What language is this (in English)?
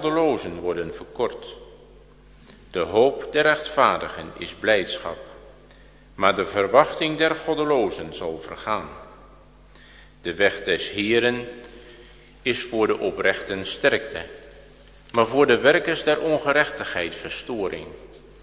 Dutch